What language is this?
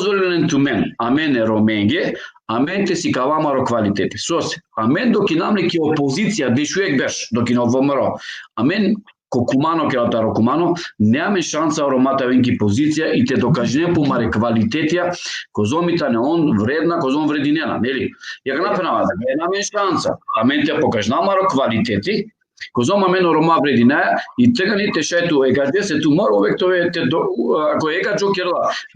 Balkan Romani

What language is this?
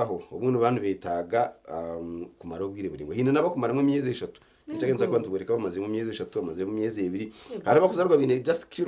Nyankole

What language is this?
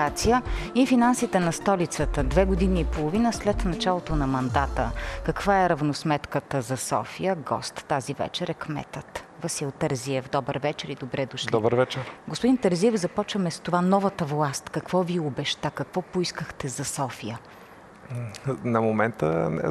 Bulgarian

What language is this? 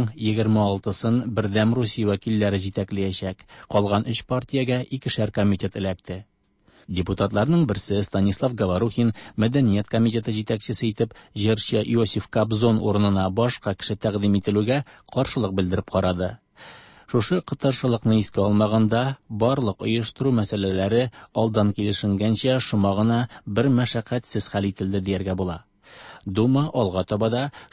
Tatar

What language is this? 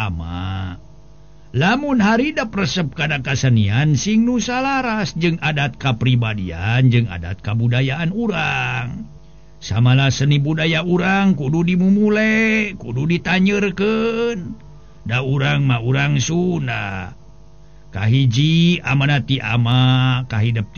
Sundanese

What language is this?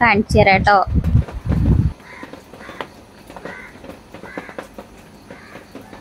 Malayalam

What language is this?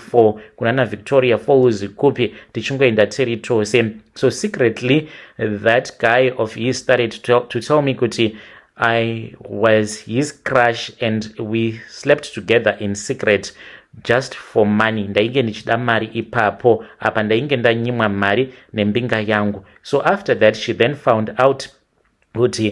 Shona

